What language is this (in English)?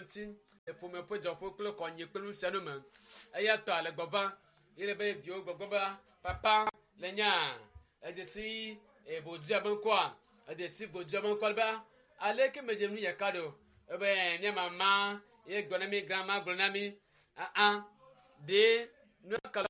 Ewe